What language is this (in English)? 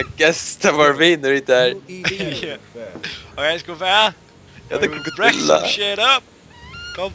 Faroese